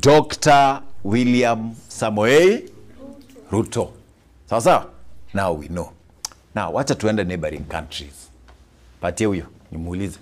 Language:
Gusii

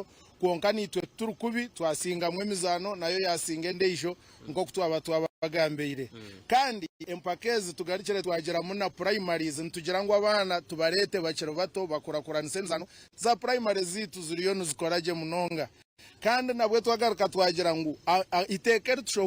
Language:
Nyankole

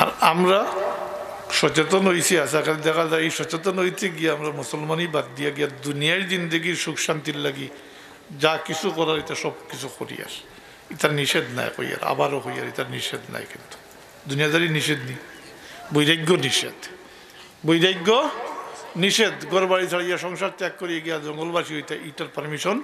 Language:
Sylheti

